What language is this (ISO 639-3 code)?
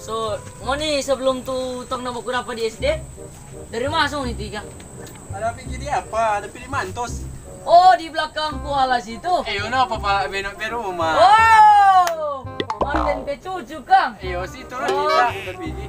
xmm